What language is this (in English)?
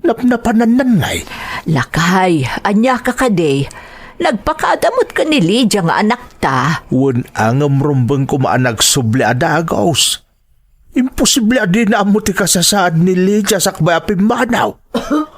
Iloko